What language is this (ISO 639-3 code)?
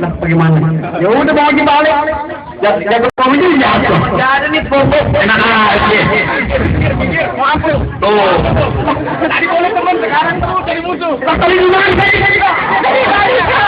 bew